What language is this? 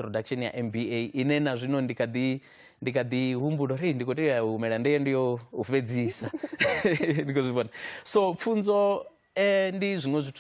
Venda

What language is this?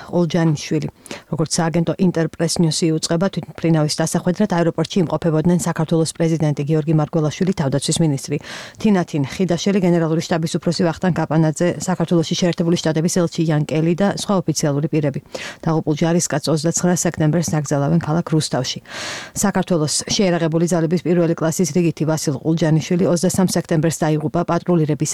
Georgian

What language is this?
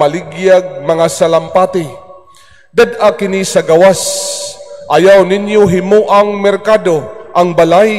Cebuano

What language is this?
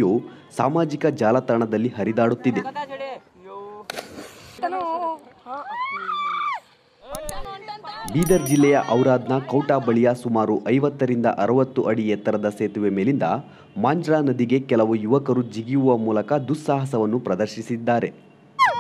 Kannada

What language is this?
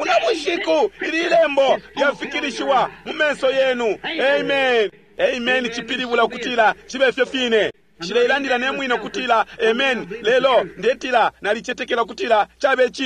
Bemba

